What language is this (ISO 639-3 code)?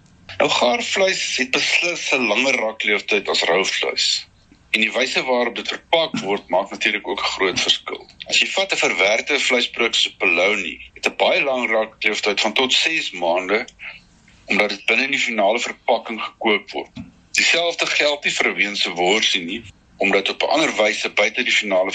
afr